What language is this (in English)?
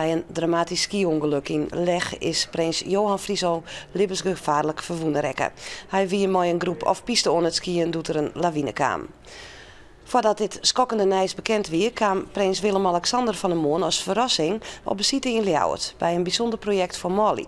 Western Frisian